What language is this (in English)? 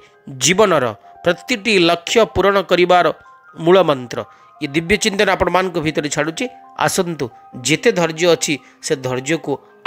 Odia